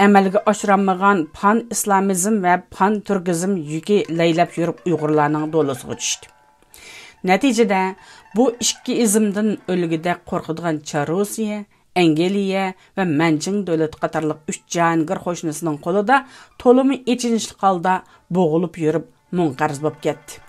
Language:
Uyghur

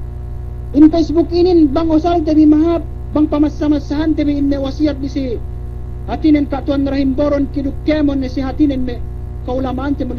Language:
Yakan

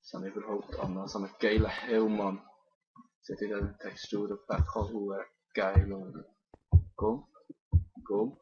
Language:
Swiss German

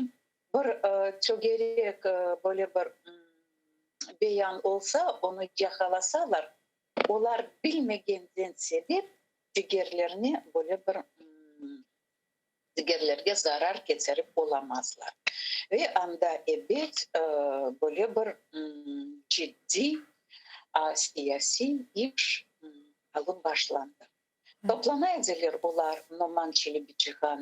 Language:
Crimean Tatar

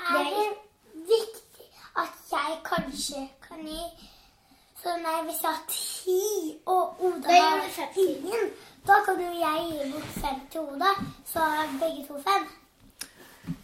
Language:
Norwegian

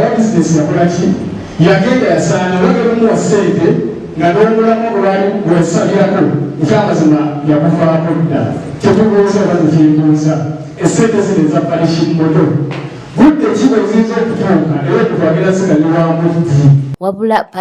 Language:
Ganda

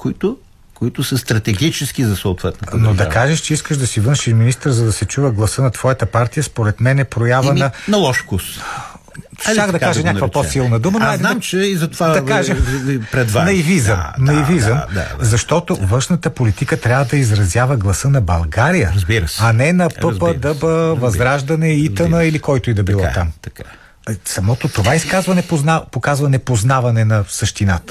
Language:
Bulgarian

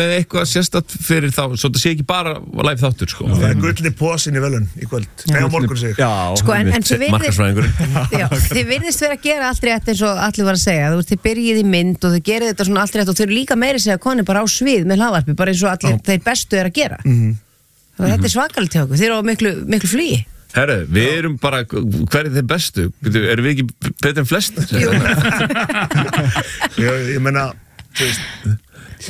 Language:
Icelandic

